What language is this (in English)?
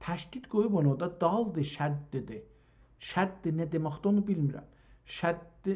South Azerbaijani